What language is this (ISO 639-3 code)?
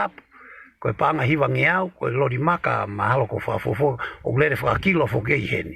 ton